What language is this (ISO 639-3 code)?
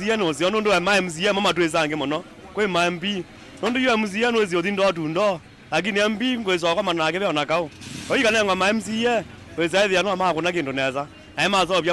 kam